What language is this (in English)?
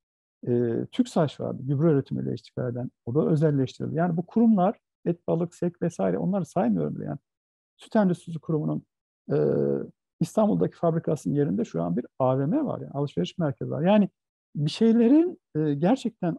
Turkish